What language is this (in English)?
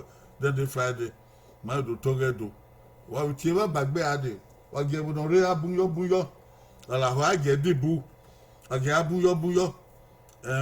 Bini